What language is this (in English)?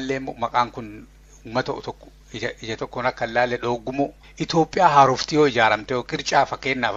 Oromo